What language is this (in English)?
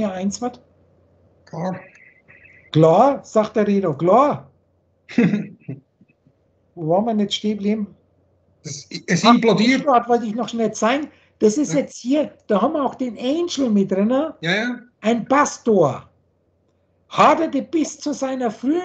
German